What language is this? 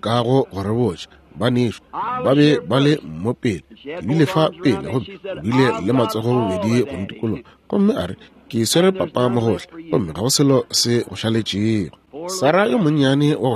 Northern Sotho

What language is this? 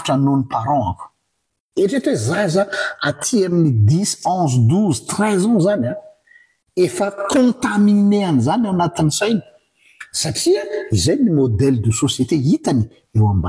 Malagasy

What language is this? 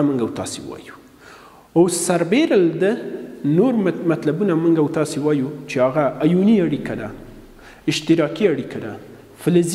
Pashto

